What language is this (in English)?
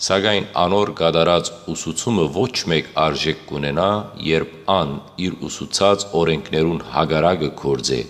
Western Armenian